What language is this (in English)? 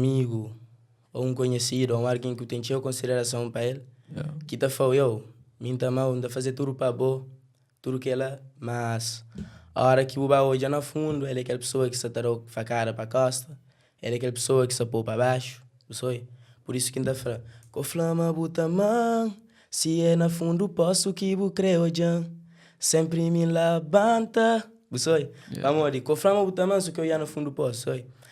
Kabuverdianu